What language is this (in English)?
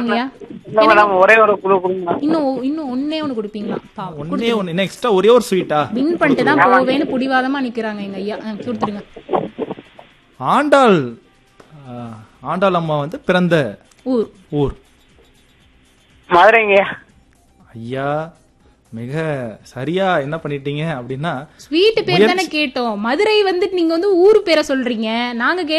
Tamil